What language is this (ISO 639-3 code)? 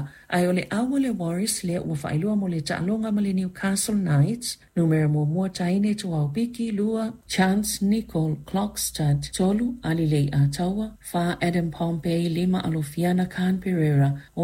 smo